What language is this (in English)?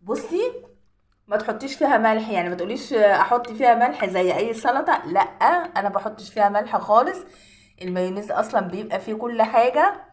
Egyptian Arabic